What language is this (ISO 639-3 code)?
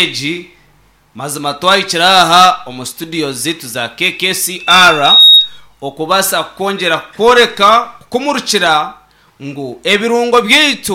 nyn